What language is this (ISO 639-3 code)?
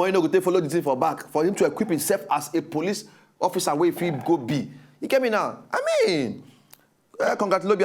pcm